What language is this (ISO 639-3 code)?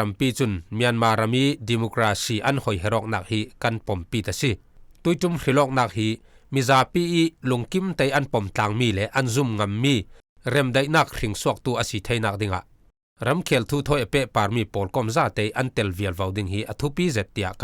cfm